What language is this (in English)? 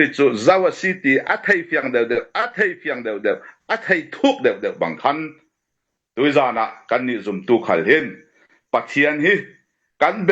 Falam Chin